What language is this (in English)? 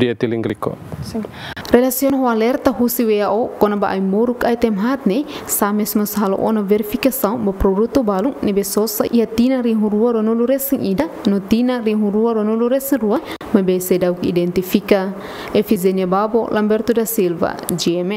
Tetum